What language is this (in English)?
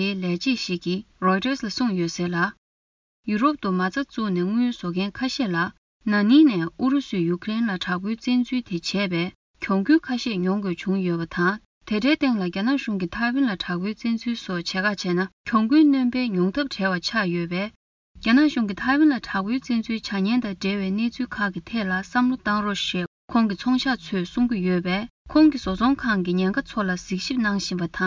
Tibetan